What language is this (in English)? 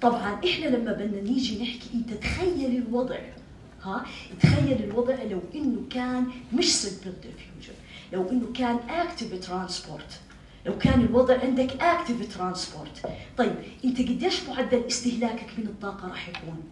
North Levantine Arabic